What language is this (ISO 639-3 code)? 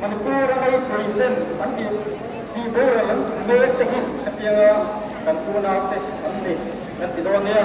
lus